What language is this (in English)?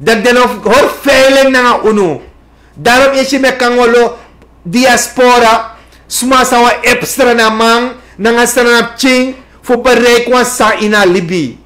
Sranan Tongo